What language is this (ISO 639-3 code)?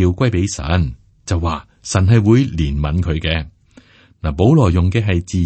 yue